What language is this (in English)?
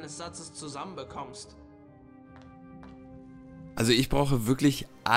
German